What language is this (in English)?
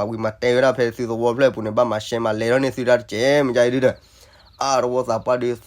S'gaw Karen